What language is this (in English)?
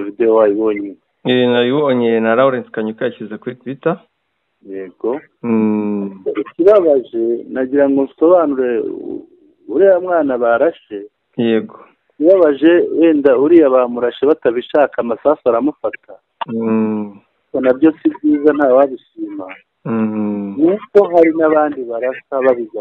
Kinyarwanda